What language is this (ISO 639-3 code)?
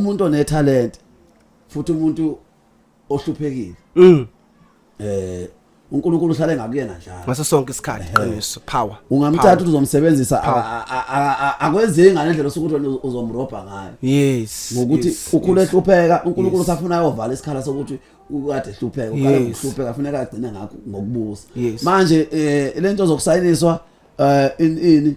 zul